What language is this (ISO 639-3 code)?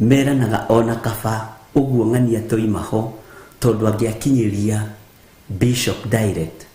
kik